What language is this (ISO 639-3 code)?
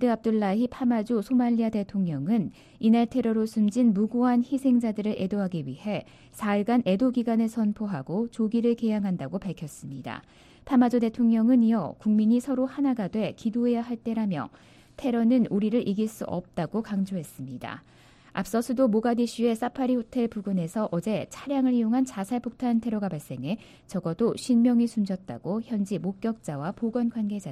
kor